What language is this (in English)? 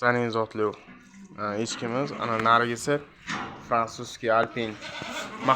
Uzbek